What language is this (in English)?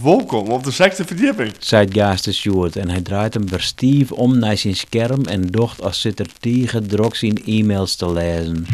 Western Frisian